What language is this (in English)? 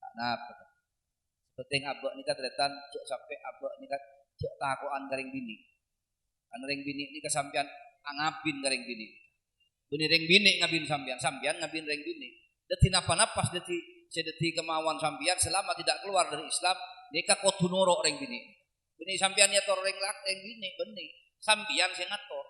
Madurese